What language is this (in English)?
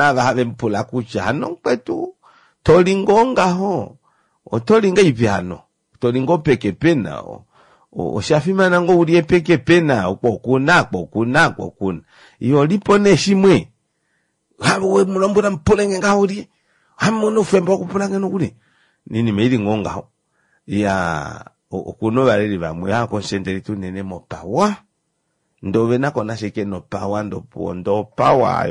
Kuanyama